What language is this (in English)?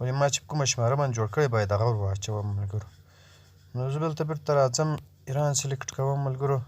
Pashto